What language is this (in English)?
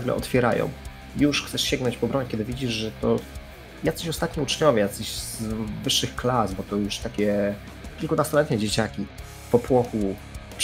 Polish